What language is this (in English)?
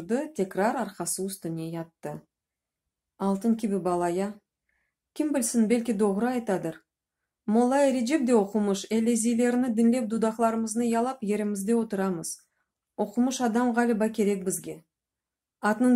Crimean Tatar